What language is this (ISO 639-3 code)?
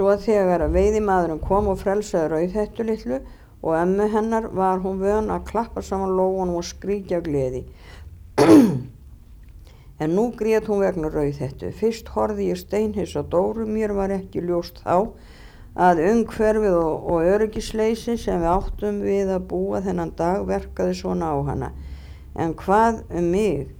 isl